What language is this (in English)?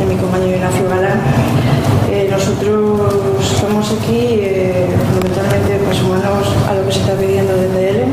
Asturian